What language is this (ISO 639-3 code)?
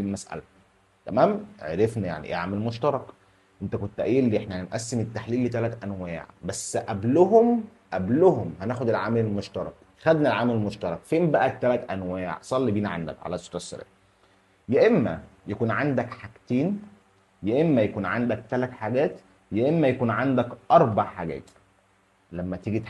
arz